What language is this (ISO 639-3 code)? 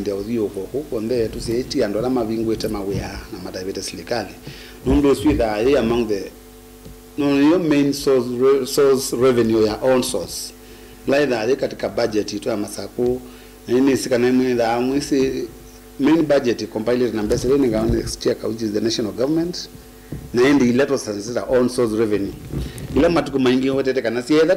kam